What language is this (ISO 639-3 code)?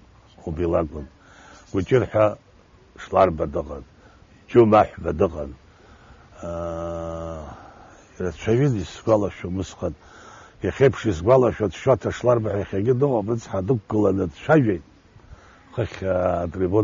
abk